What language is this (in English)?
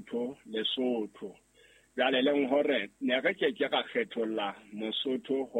Southern Sotho